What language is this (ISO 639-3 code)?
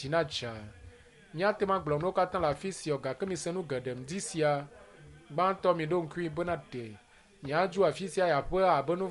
ewe